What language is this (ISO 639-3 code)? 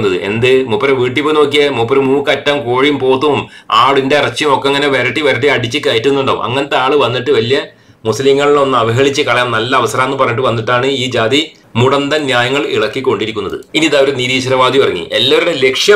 mal